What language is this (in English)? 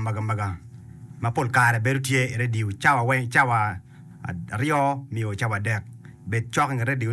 Acoli